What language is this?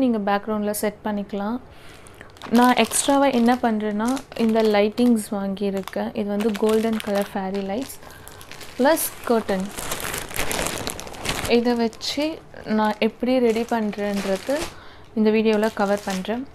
Tamil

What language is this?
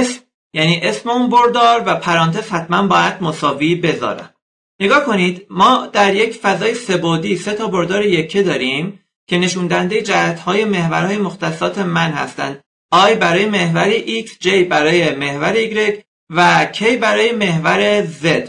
Persian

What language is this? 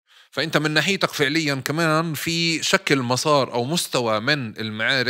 North Levantine Arabic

